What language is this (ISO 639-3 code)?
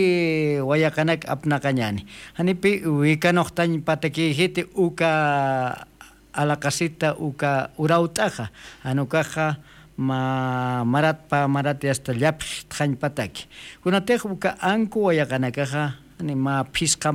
aym